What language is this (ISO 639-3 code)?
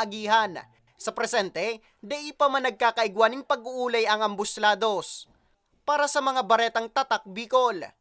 bik